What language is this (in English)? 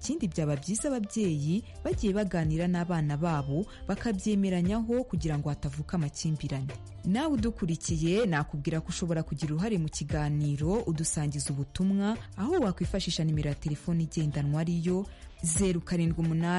Kinyarwanda